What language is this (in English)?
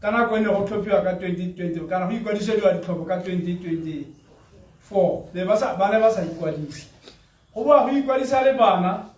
Tswana